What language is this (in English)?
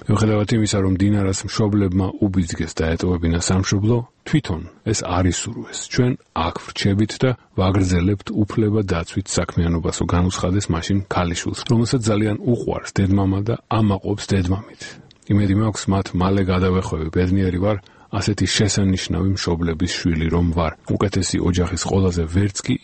Georgian